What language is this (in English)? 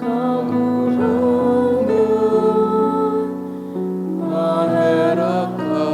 Bikol